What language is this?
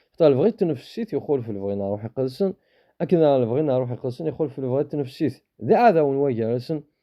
Kabyle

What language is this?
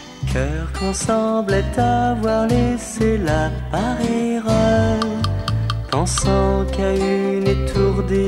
French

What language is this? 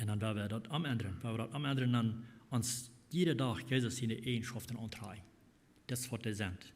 Plautdietsch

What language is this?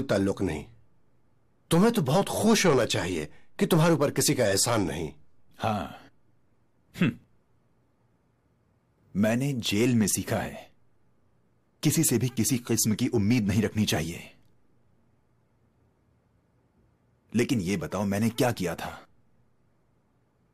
Hindi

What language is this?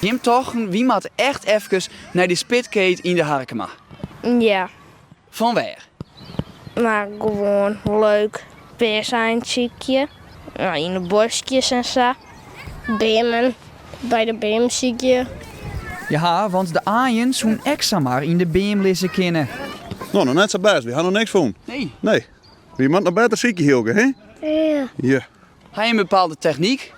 Western Frisian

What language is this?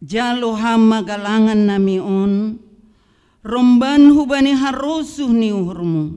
Batak Simalungun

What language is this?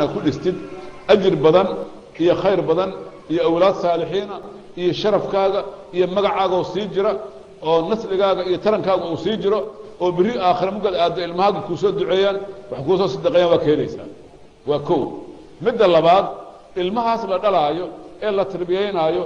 Somali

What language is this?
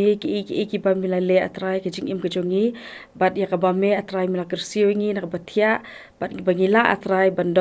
Khasi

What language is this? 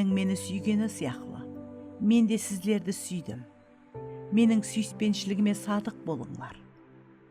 Kara-Kalpak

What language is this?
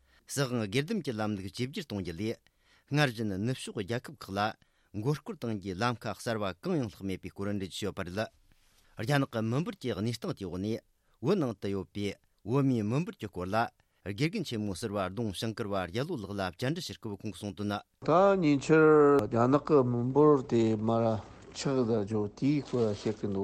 Tibetan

